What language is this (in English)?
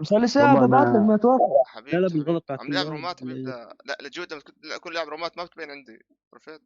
North Levantine Arabic